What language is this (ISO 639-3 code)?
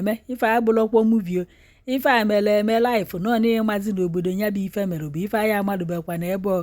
ibo